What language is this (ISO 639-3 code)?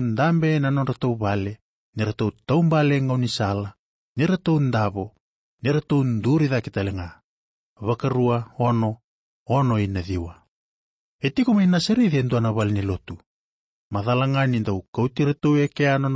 fij